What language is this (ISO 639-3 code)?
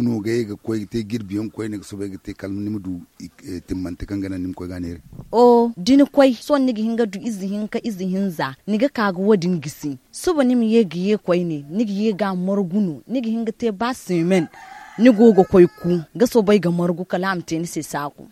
dje